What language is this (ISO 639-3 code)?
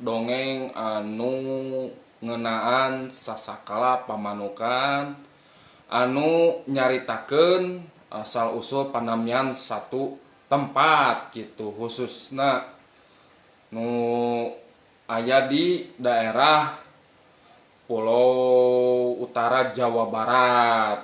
sun